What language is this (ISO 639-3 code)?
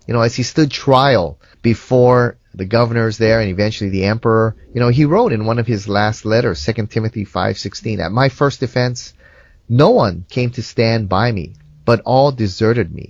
eng